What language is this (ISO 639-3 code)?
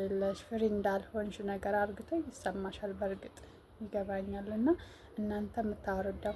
amh